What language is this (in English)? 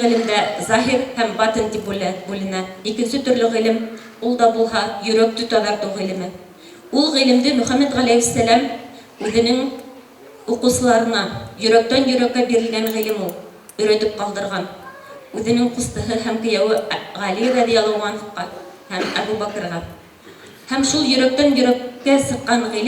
Bashkir